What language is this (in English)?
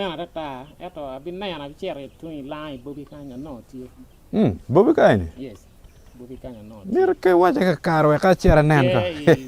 Acoli